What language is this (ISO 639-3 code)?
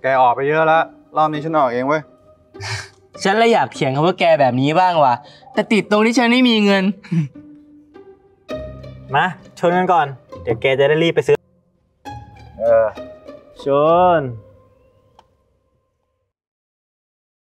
tha